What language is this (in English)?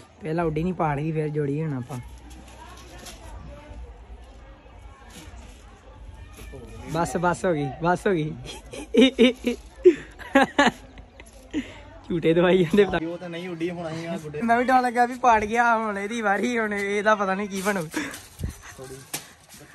Punjabi